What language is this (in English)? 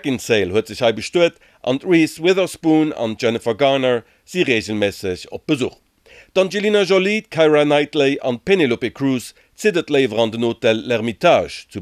Luxembourgish